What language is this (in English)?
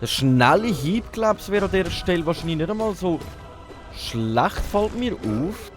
Swiss German